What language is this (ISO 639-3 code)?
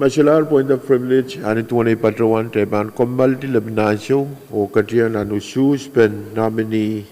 pon